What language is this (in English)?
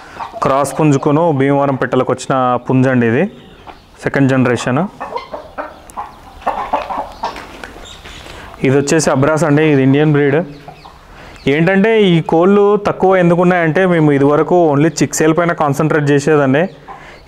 Telugu